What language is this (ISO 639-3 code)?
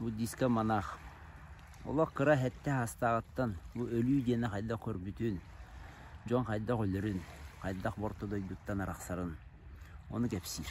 sah